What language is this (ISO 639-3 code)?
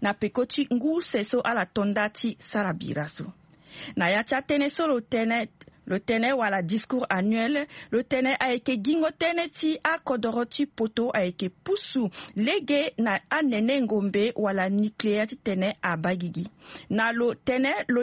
sag